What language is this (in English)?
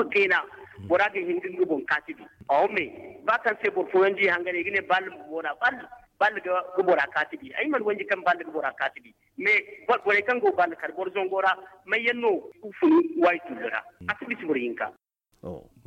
Zarma